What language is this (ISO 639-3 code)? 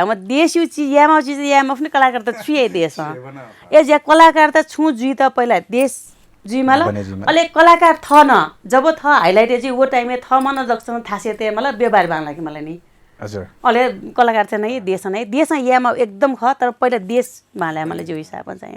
new